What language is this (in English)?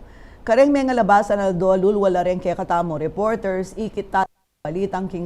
Pampanga